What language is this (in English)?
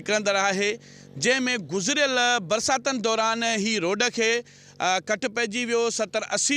Sindhi